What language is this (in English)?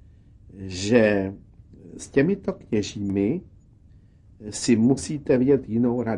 Czech